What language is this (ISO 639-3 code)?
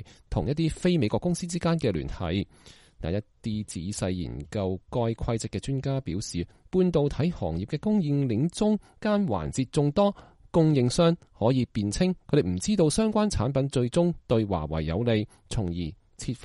yue